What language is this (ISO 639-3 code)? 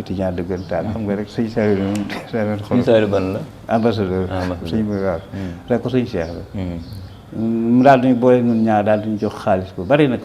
wol